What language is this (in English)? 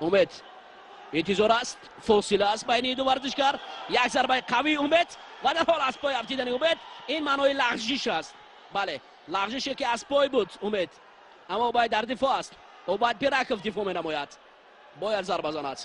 Tajik